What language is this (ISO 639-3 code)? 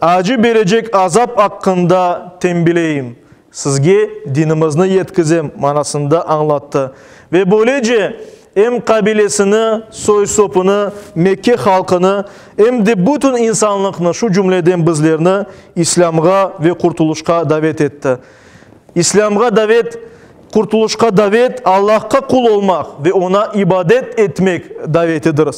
crh